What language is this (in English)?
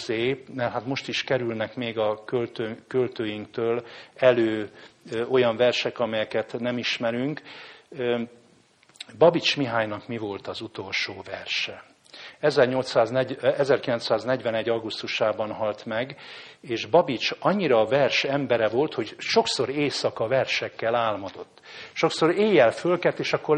Hungarian